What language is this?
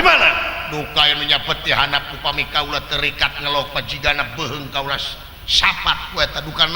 Sundanese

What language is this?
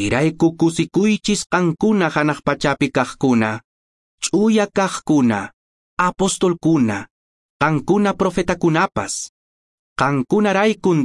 Quechua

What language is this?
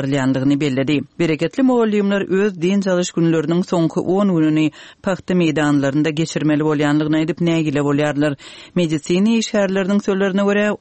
Turkmen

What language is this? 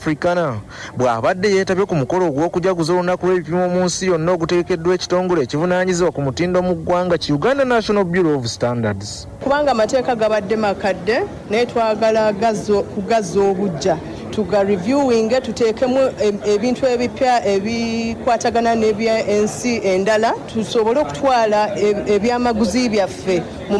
Ganda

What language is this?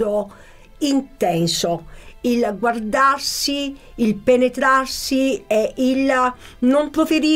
Italian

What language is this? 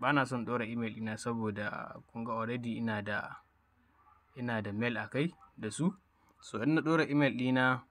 Hausa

